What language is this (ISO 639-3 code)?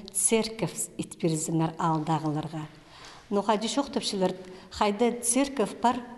kjh